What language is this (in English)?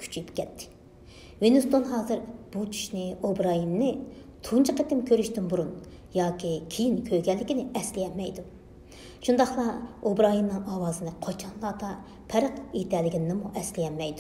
Uyghur